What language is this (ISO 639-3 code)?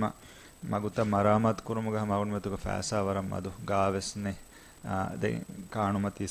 div